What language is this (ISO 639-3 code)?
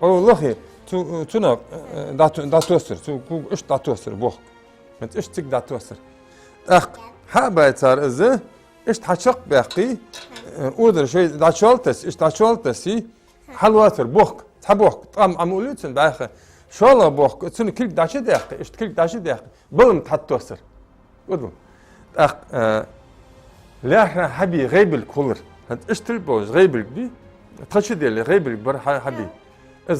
inh